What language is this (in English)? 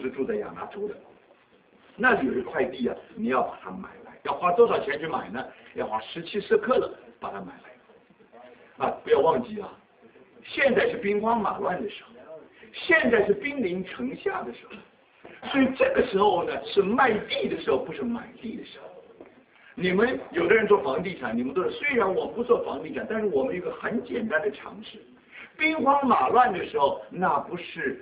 Chinese